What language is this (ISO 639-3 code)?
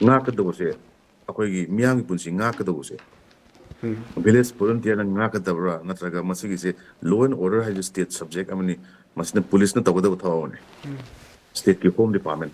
mni